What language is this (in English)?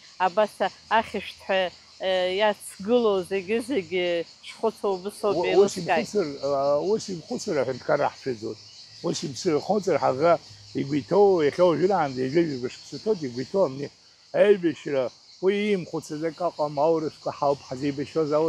Abkhazian